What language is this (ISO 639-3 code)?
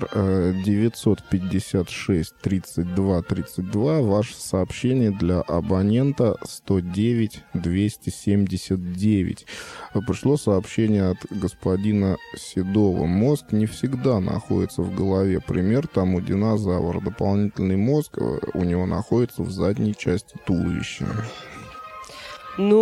rus